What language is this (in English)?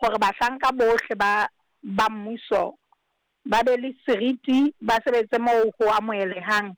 Southern Sotho